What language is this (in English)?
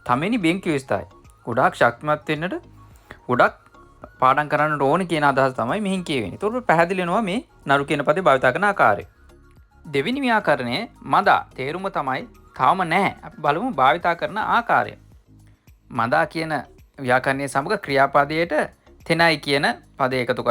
Sinhala